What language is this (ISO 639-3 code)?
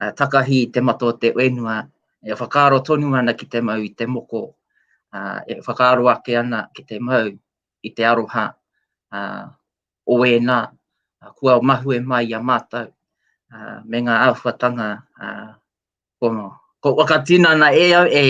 mri